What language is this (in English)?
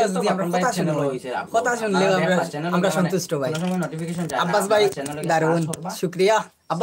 Sylheti